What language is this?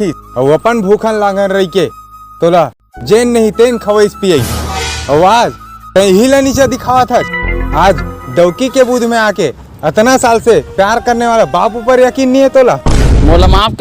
Chhattisgarhi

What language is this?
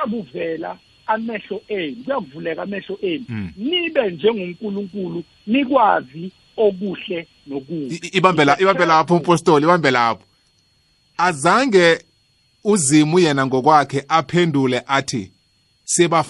South Ndebele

